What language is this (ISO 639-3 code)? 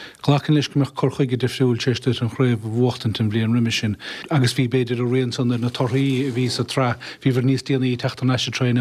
gle